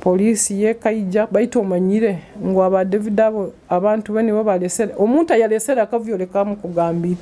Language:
Nyoro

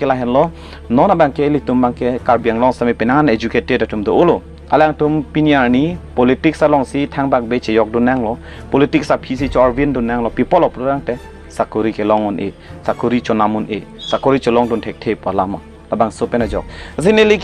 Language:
Karbi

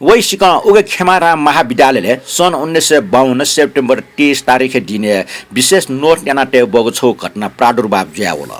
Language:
Newari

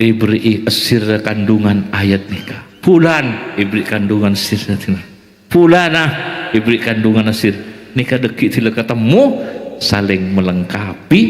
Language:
Madurese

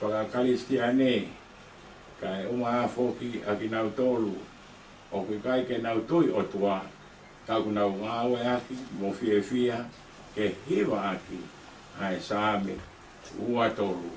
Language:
Tongan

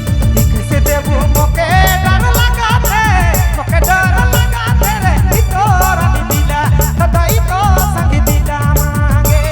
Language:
Sadri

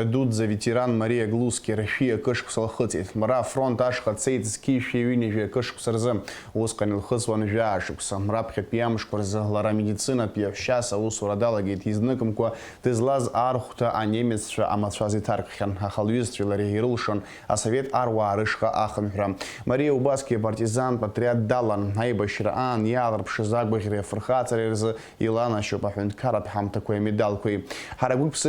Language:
Abkhazian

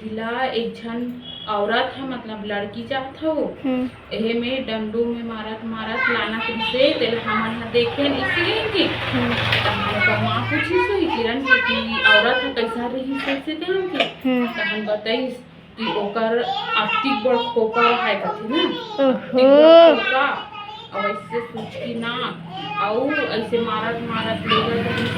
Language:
Chhattisgarhi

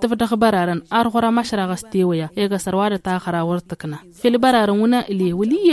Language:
Tamasheq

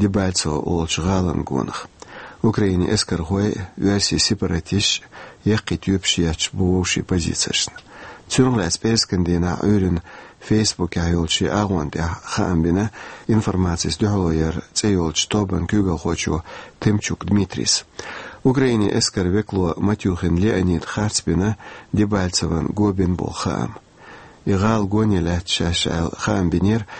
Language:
Chechen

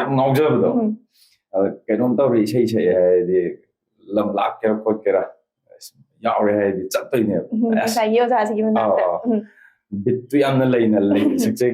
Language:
Manipuri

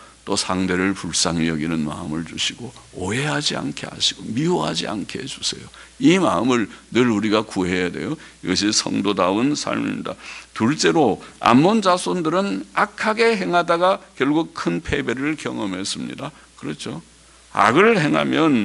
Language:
Korean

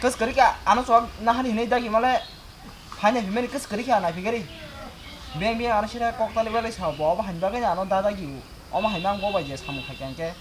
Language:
Kok Borok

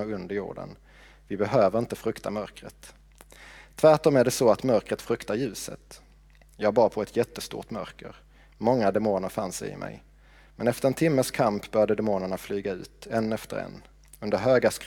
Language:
Swedish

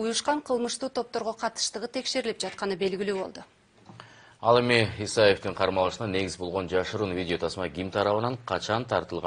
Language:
Kyrgyz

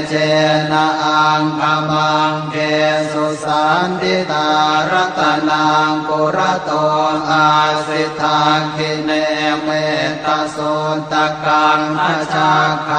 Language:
Pali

